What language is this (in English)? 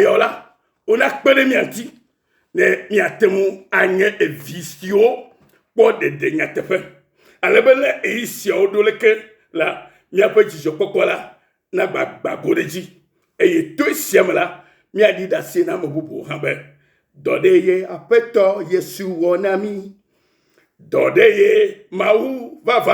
Ewe